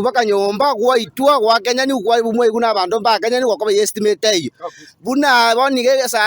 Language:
Gusii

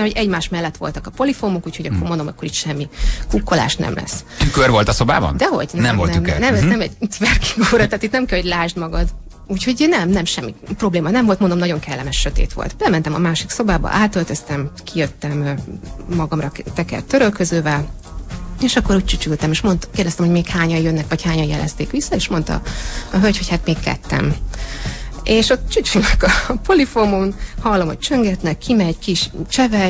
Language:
Hungarian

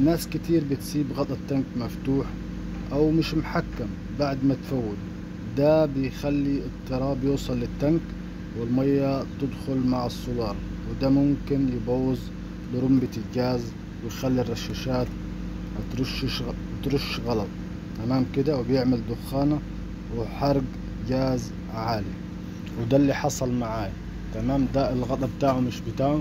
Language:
Egyptian Arabic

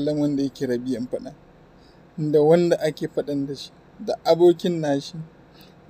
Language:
Hausa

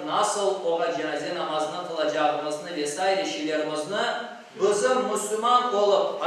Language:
Crimean Tatar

